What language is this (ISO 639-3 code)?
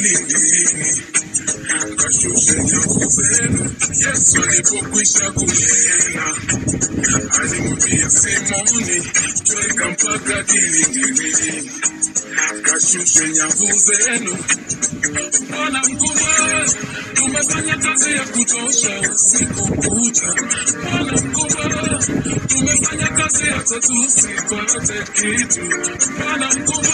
swa